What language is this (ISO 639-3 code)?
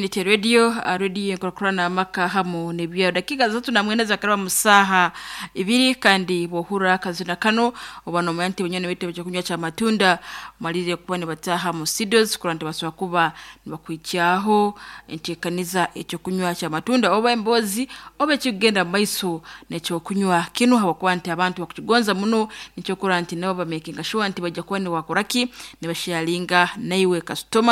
nyn